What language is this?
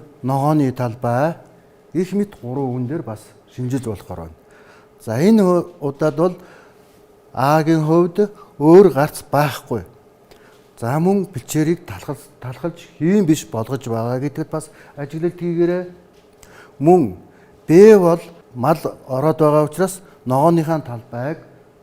Mongolian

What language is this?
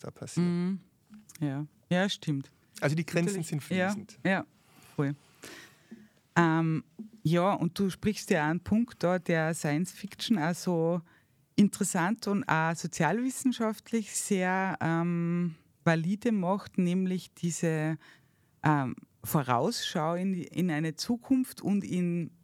German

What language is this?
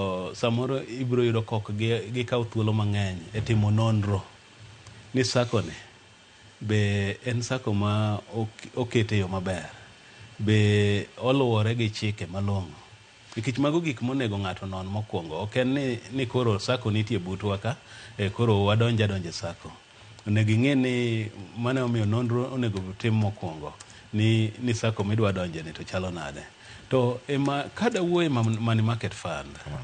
Luo (Kenya and Tanzania)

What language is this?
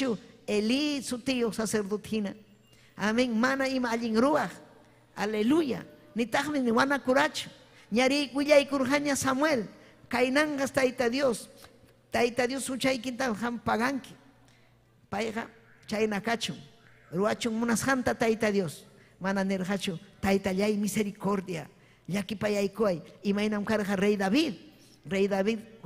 Ayacucho Quechua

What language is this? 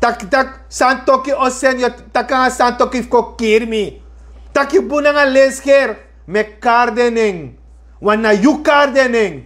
Sranan Tongo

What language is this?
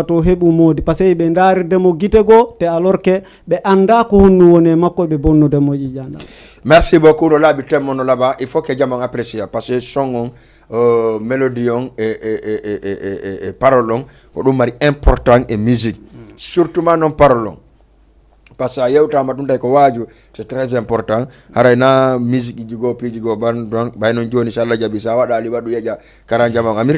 Fula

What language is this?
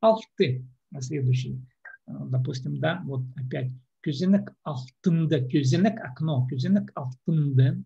Khakas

